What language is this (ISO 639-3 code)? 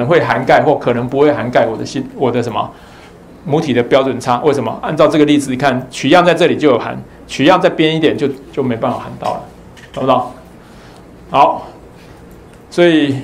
zho